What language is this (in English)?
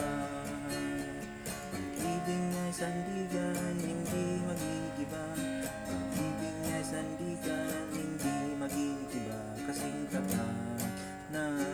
Filipino